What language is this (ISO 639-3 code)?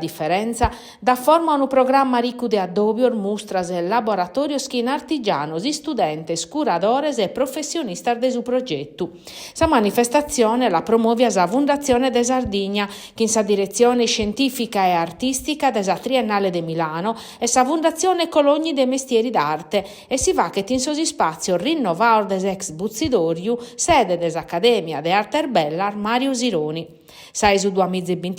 srd